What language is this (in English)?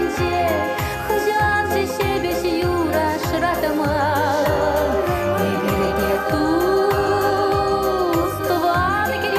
Chuvash